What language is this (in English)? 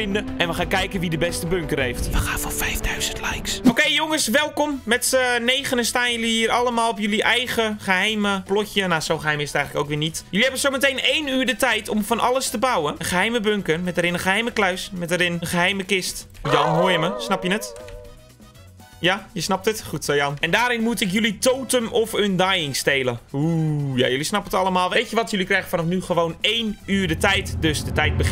Dutch